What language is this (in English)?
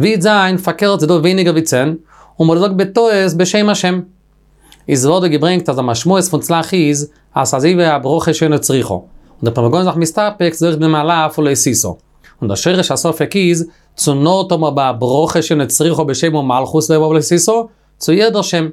Yiddish